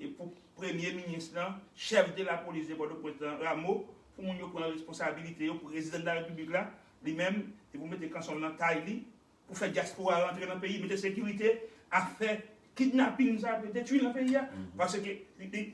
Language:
Haitian Creole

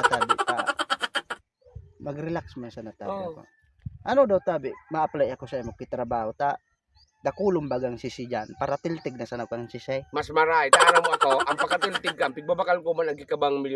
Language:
Bikol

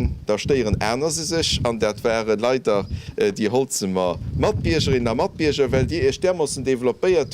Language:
Luxembourgish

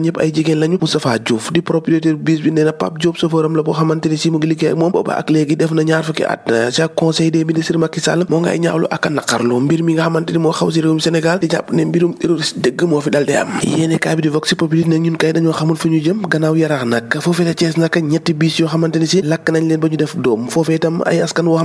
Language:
Wolof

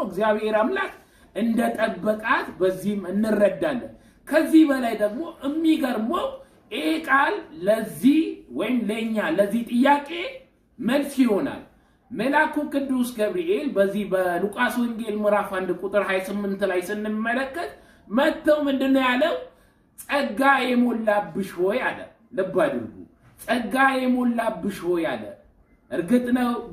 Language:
Amharic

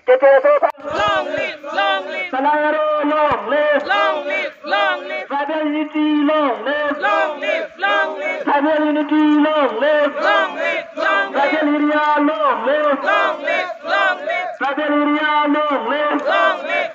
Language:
Karbi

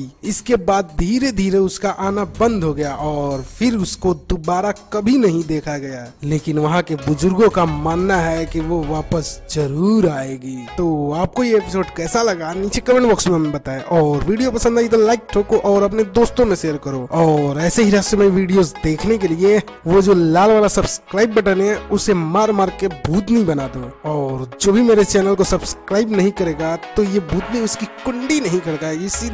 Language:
Hindi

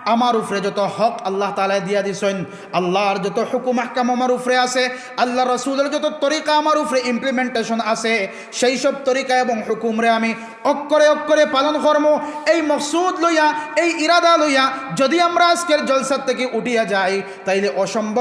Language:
Sylheti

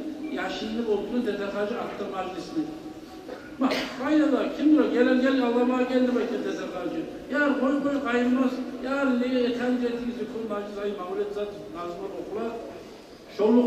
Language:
Kumyk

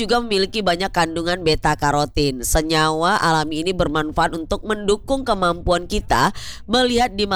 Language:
Indonesian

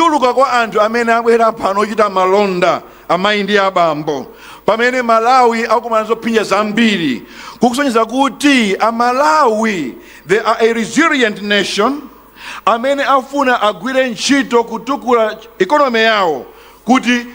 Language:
Nyanja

